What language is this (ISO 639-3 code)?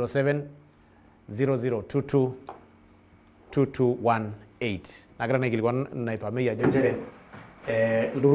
mas